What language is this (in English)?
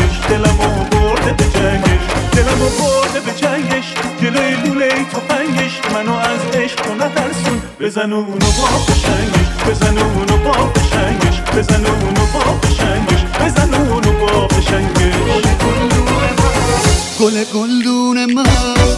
Persian